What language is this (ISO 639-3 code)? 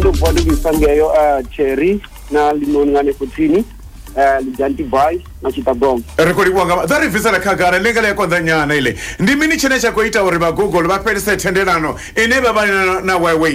ven